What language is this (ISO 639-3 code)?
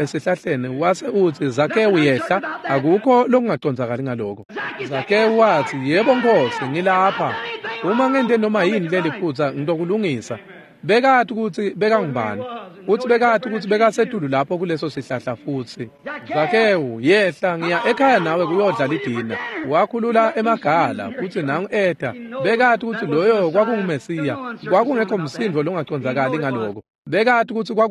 ssw